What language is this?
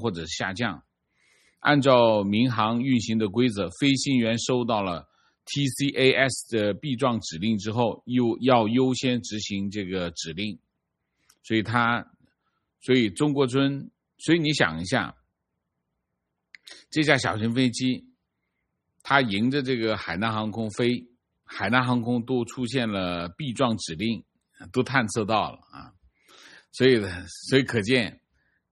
Chinese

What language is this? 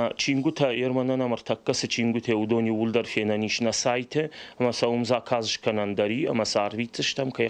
Ossetic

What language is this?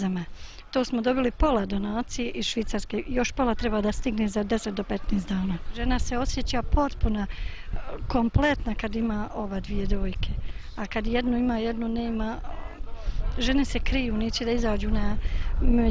Bosnian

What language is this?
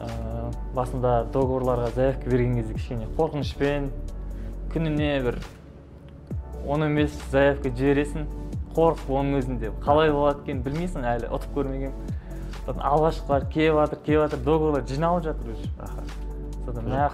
Kazakh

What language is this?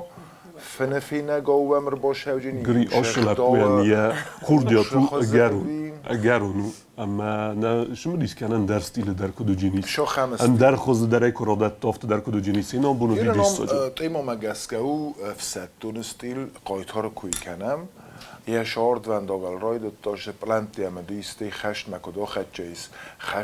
Ossetic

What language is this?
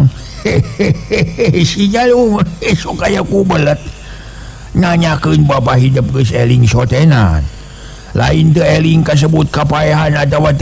Sundanese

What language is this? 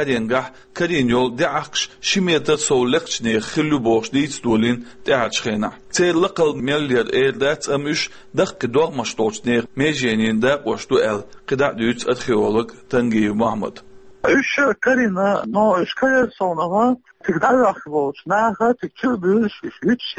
Chechen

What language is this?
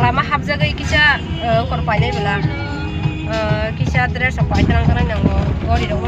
Kok Borok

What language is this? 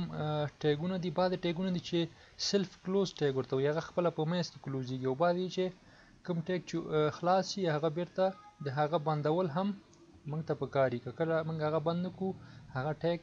Pashto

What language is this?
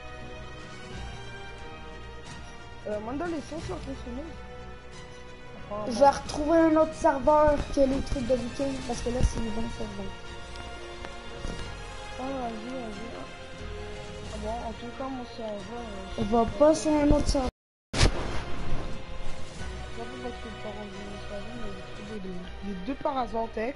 French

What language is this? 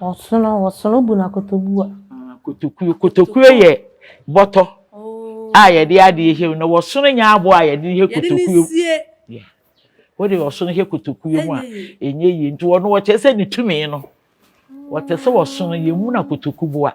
Akan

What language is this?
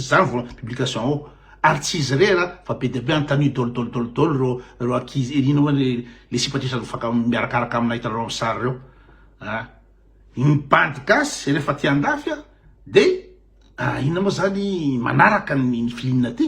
Malagasy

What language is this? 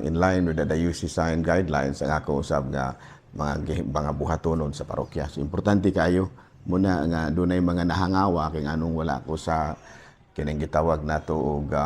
Cebuano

